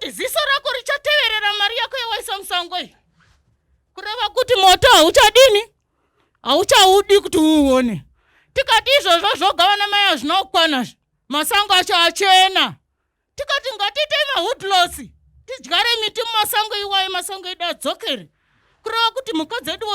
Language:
Shona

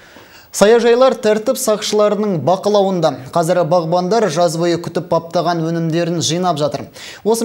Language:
Kazakh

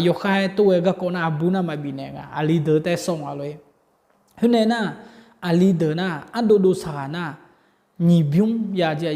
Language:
Akha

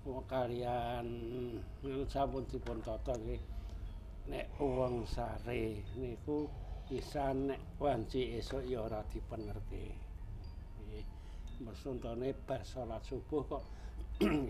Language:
Javanese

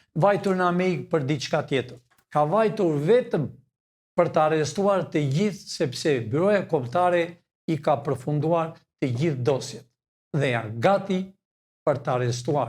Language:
Albanian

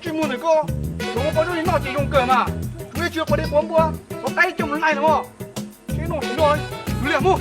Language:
Hmong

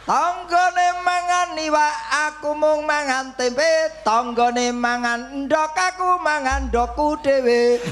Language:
Javanese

